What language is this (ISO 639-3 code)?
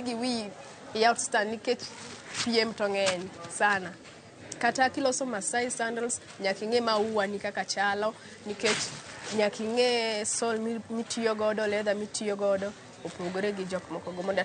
luo